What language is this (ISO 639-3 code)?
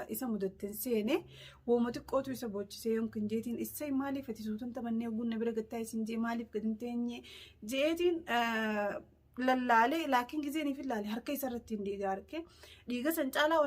orm